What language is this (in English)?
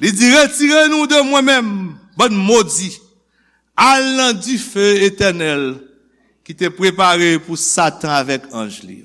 Haitian Creole